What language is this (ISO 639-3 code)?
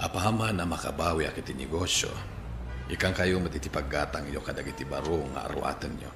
ilo